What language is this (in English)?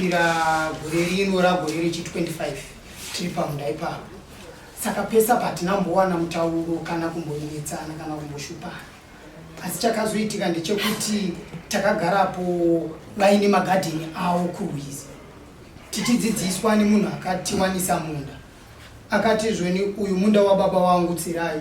Shona